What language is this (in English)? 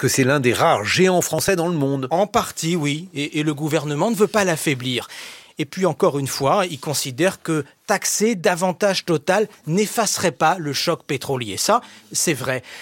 French